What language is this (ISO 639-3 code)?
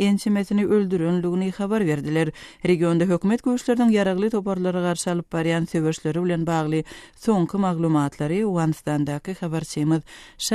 tuk